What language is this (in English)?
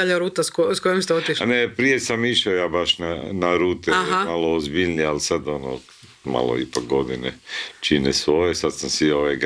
Croatian